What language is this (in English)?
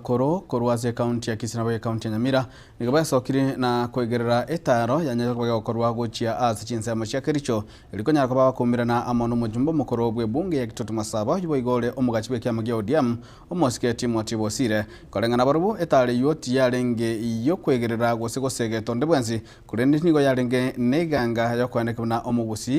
Gusii